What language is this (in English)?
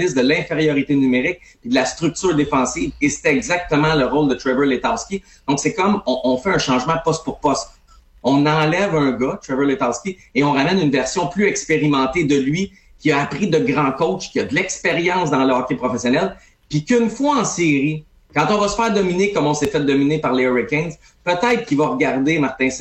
French